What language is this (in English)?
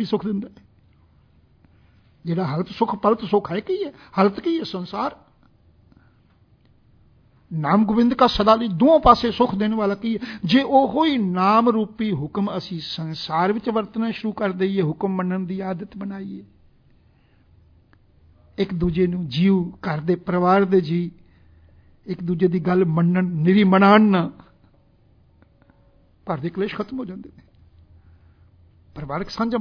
Punjabi